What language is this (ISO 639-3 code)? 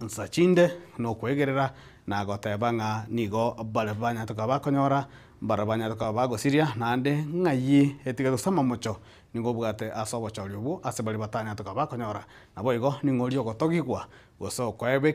guz